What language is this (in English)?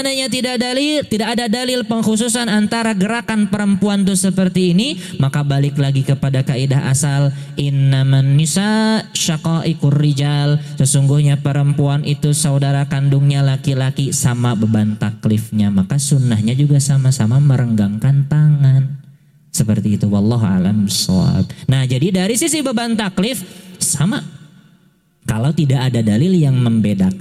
Indonesian